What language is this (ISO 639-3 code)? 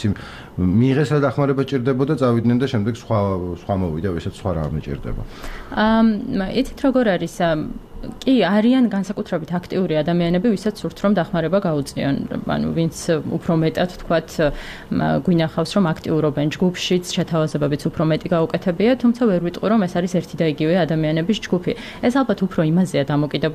kat